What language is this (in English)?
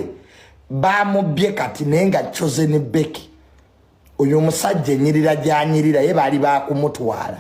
Ganda